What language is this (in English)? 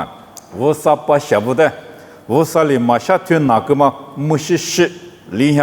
Lisu